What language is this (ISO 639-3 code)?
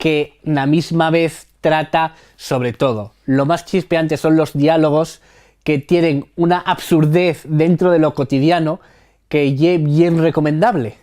ast